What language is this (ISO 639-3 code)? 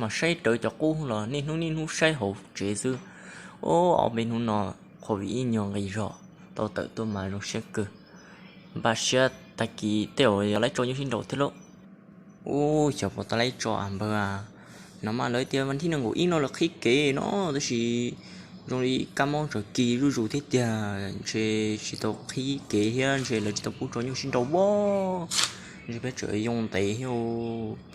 hmn